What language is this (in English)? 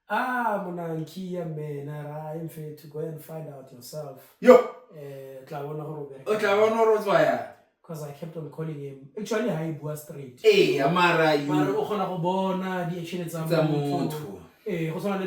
Tswana